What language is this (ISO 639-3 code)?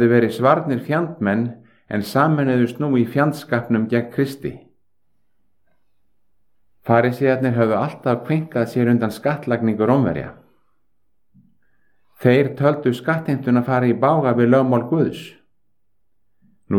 isl